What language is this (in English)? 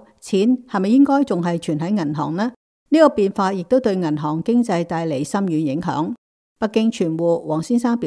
Cantonese